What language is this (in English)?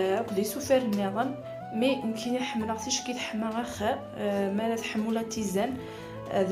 Kabyle